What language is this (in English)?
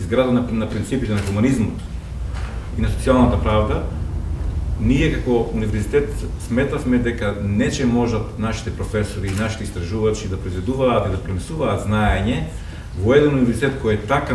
Macedonian